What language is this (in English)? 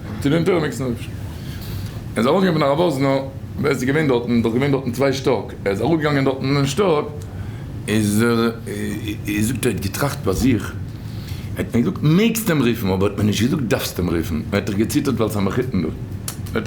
Yiddish